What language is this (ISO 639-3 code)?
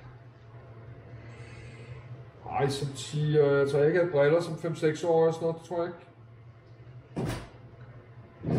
dan